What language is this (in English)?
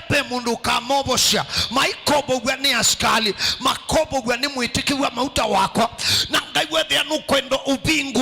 Kamba